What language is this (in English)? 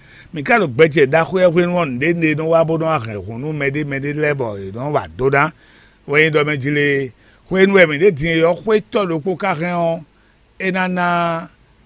Fon